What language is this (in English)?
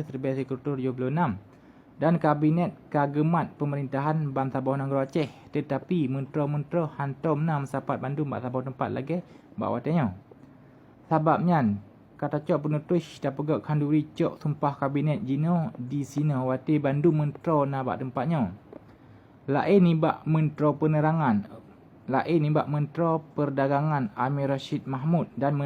Achinese